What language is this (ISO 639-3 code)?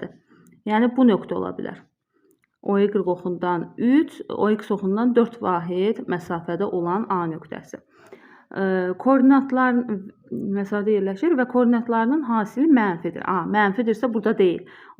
aze